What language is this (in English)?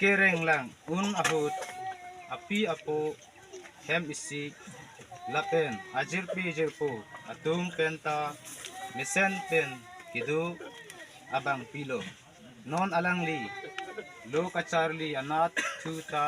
Karbi